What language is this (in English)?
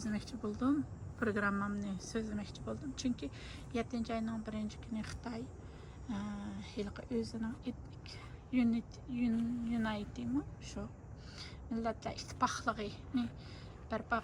Uyghur